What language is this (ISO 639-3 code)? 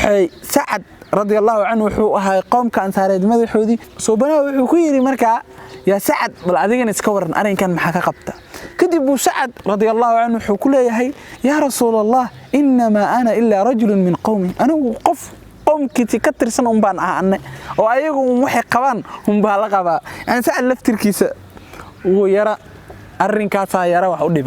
som